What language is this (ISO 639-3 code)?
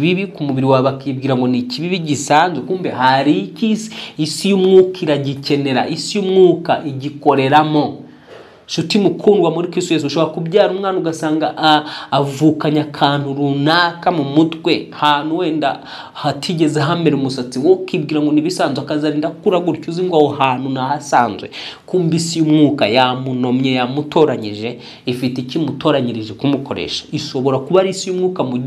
kin